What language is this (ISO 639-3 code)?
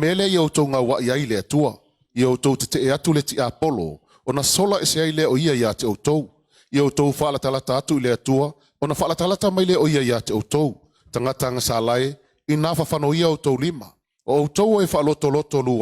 smo